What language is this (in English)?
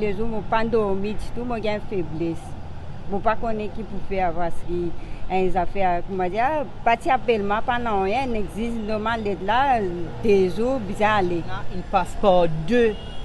Morisyen